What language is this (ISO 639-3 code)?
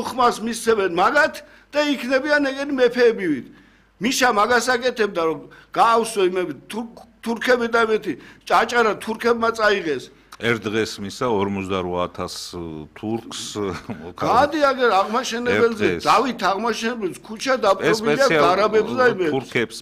kat